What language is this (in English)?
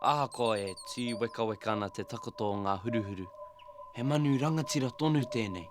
Māori